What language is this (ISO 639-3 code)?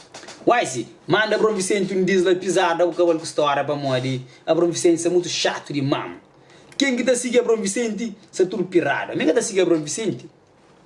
kea